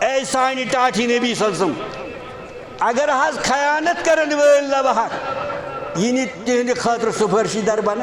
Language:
Kashmiri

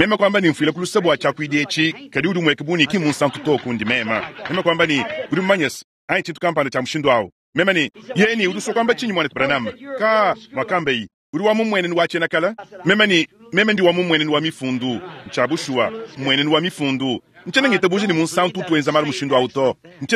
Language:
Luba-Lulua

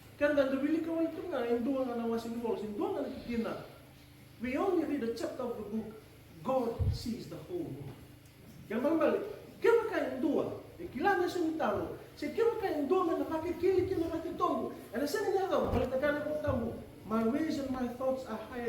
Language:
Fijian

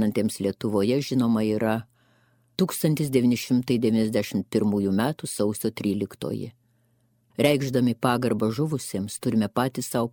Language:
Lithuanian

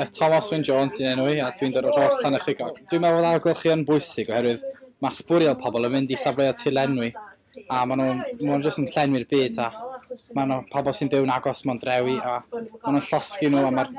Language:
Welsh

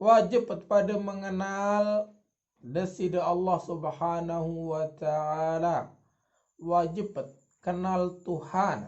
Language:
Sasak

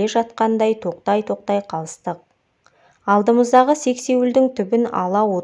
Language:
Kazakh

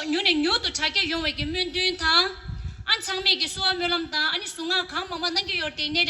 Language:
Tibetan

